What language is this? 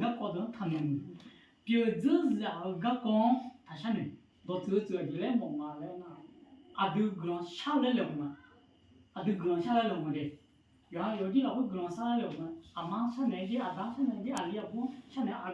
Akha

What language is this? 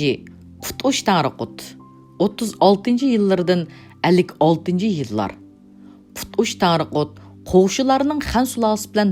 Uyghur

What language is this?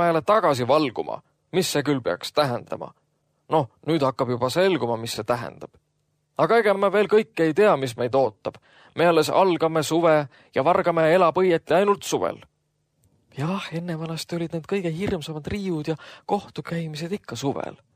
Estonian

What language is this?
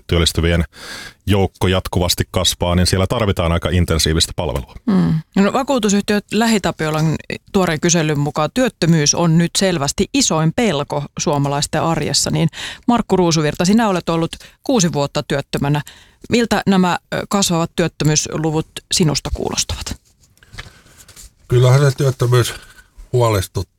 Finnish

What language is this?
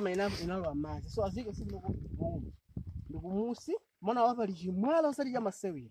Nyanja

